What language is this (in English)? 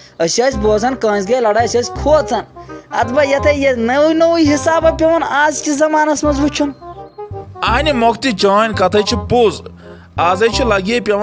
Kashmiri